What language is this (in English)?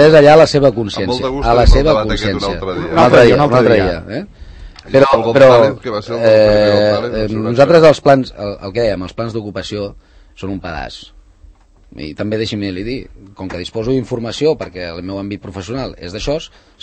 Catalan